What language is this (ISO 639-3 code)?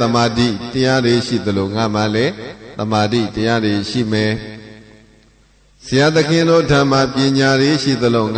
mya